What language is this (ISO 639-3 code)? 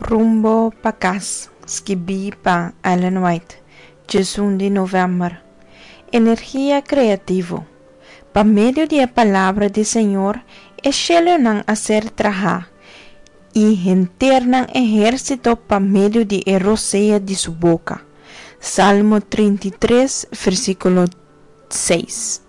pap